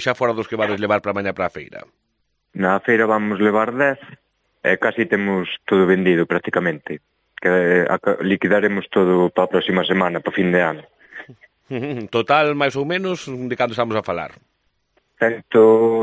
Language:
Galician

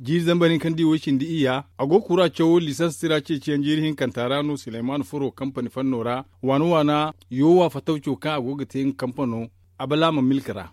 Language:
Zarma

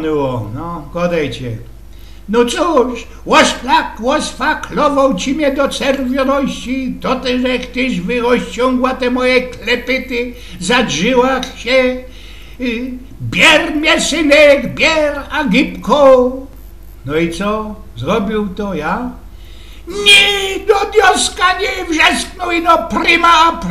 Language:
Silesian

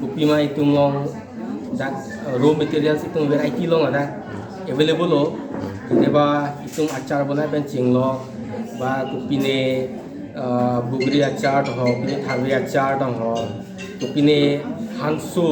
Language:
Karbi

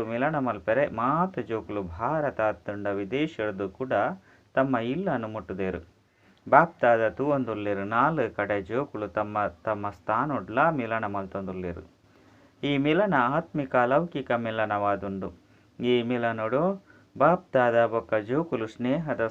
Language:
Tulu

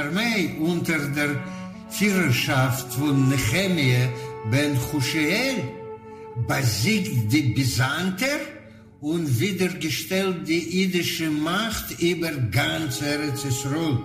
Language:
Yiddish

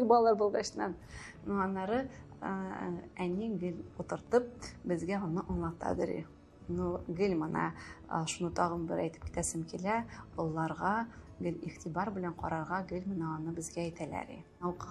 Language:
Tatar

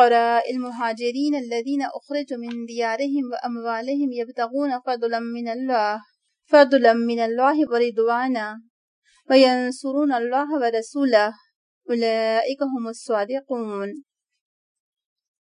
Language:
Urdu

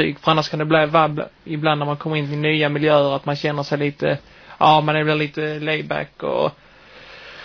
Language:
Swedish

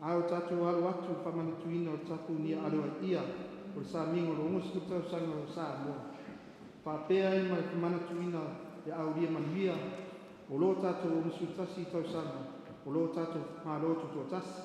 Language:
Samoan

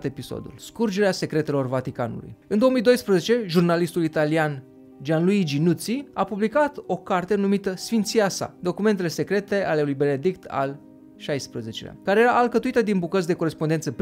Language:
Romanian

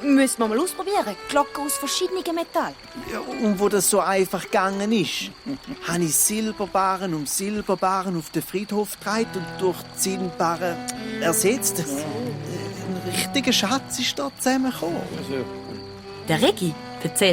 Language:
Swiss German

